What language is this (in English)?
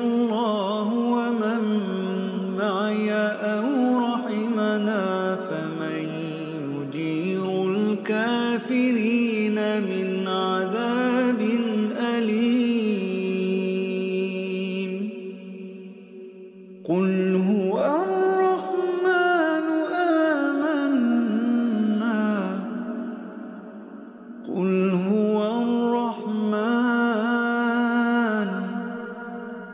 Arabic